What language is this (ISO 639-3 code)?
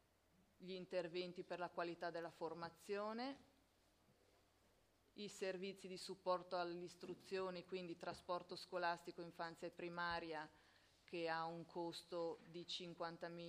ita